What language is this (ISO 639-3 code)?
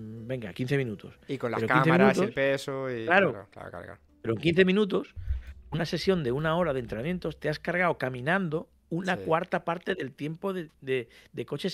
spa